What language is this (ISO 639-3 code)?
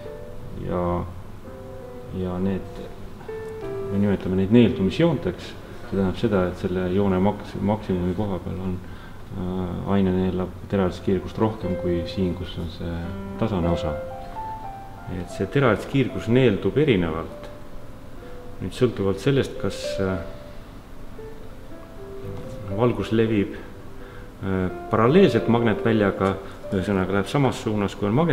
est